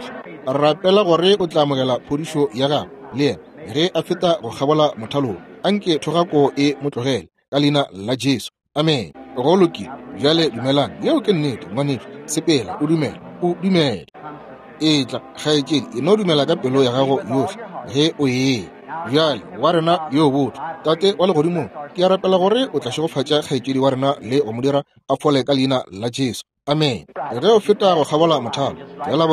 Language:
Northern Sotho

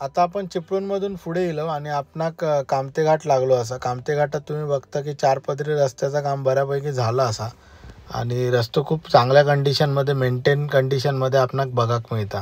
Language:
Konkani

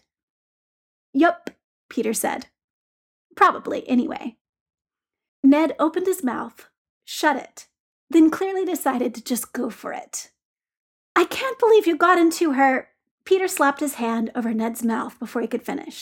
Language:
English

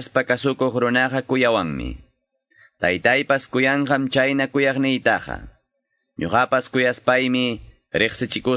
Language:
Quechua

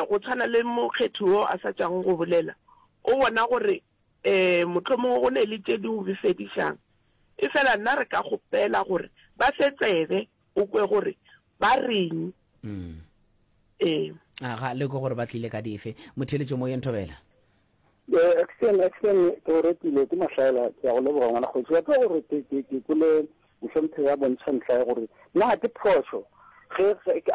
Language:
Northern Sotho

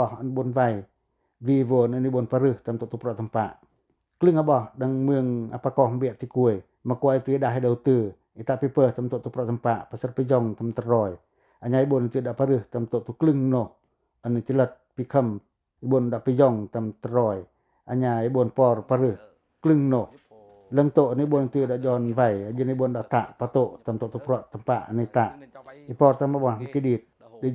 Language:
Pacoh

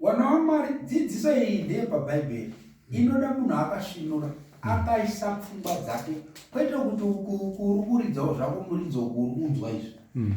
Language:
Shona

